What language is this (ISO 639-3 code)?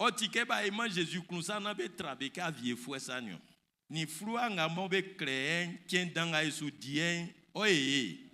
bci